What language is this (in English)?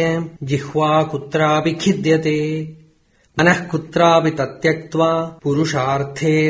Sanskrit